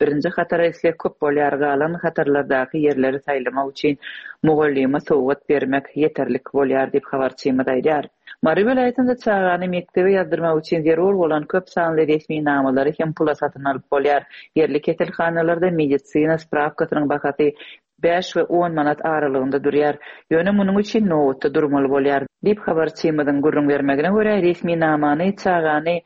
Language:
Turkmen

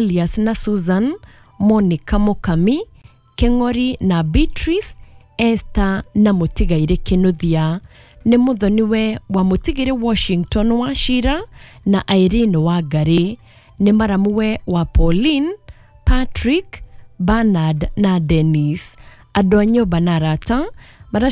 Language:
Kikuyu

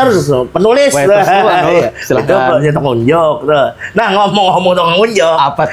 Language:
Banjar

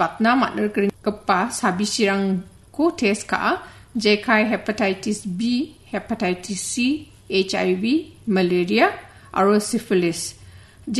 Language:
Garo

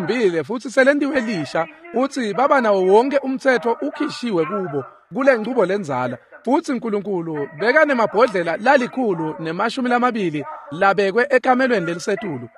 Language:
Swati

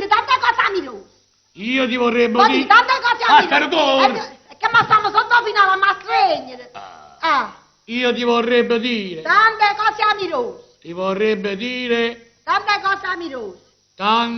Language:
Neapolitan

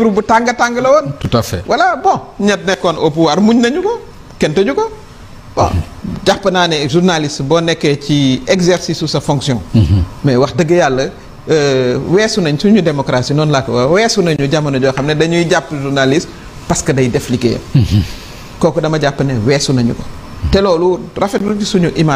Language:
Wolof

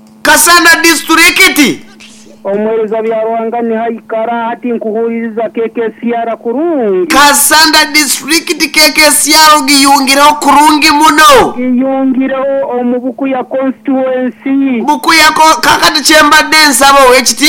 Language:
Nyoro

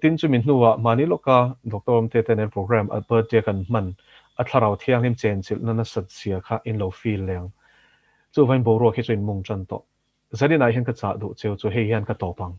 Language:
Mizo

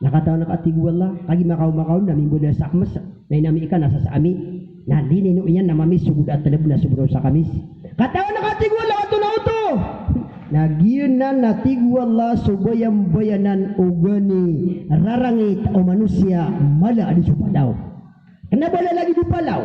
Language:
Maranao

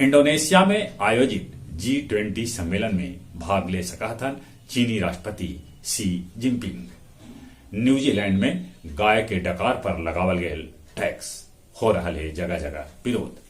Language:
Magahi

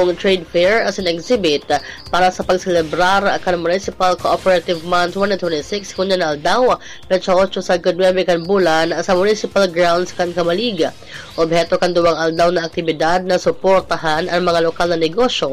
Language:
Bikol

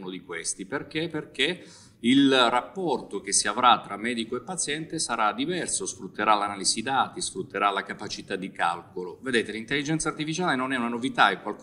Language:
Italian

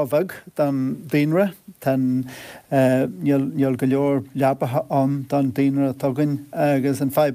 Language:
Irish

